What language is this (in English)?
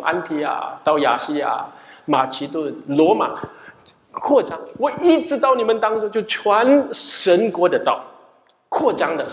Chinese